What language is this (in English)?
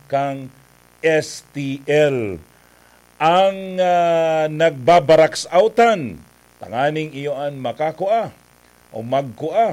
Bikol